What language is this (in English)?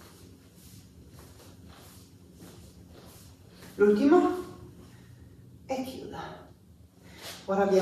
Italian